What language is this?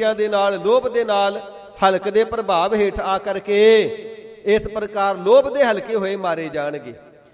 Punjabi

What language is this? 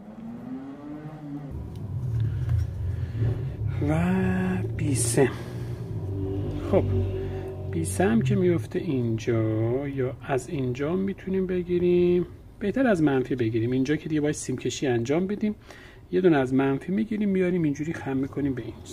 Persian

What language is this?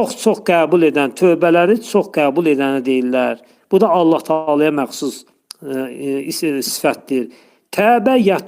Azerbaijani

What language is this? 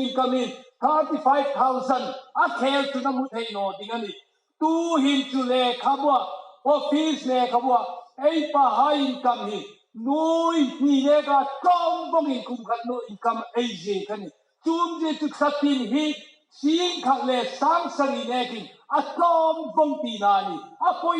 Hmar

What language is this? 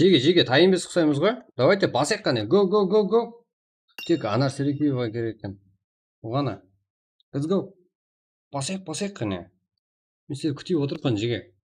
Kara-Kalpak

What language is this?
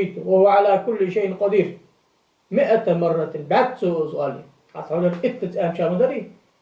Ingush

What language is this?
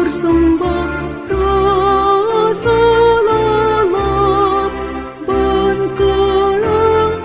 Batak Karo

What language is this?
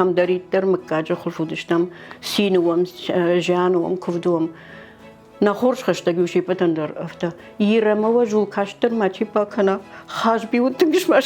Ossetic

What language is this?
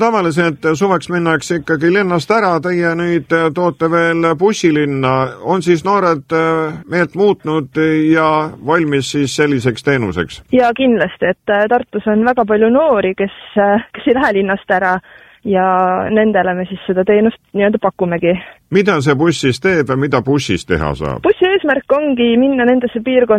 Estonian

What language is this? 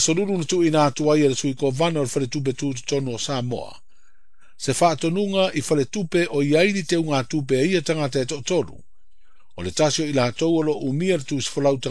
Samoan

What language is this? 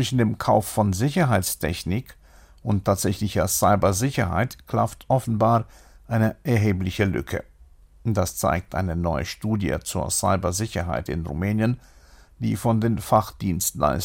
German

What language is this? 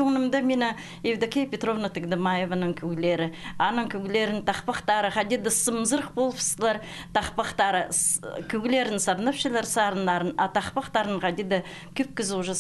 Khakas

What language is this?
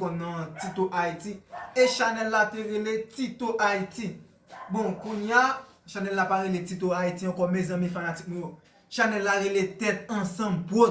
Haitian Creole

